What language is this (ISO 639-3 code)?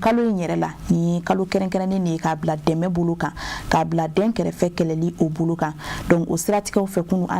bam